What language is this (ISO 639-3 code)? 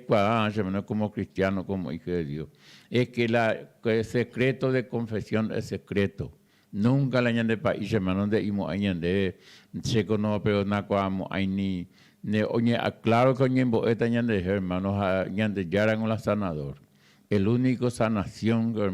grn